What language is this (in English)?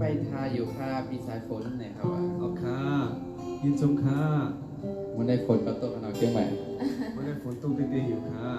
Shan